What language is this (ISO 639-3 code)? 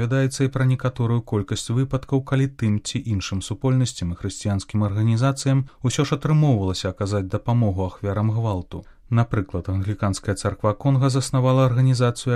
bel